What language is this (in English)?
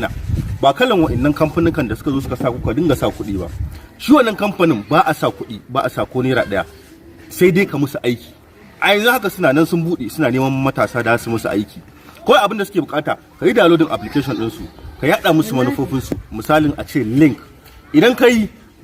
Hausa